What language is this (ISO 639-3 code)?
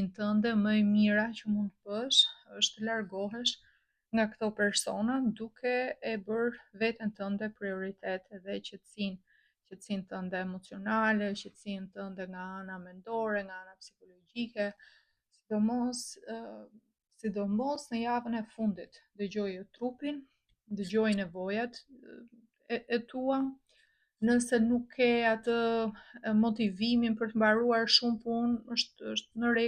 sqi